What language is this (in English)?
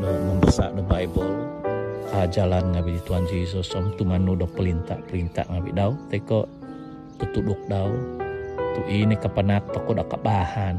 Central Dusun